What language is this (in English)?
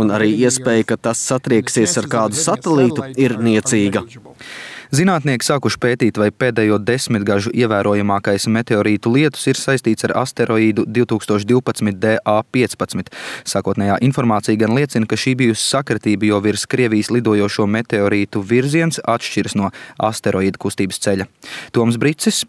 Latvian